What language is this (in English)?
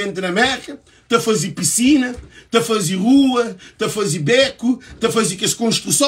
Kabuverdianu